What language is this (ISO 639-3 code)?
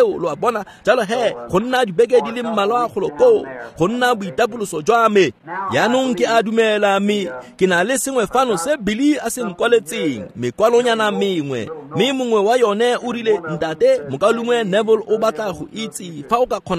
tsn